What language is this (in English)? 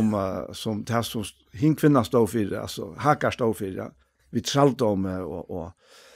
Faroese